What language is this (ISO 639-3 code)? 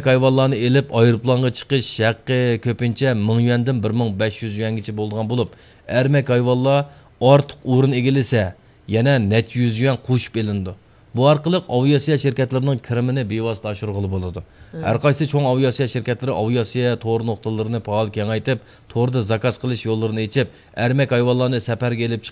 uig